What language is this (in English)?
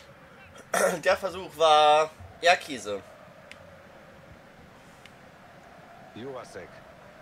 German